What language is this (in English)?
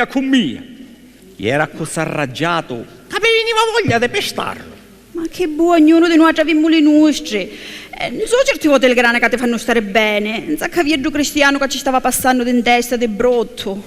Sicilian